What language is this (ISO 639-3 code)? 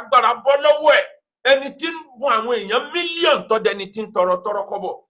yor